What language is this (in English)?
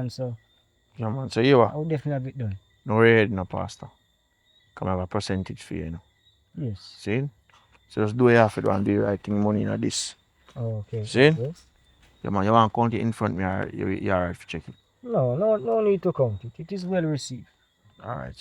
Jamaican Creole English